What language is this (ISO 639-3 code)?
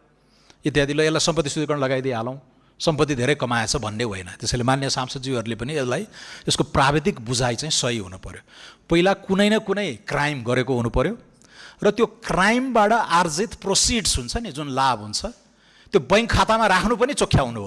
nep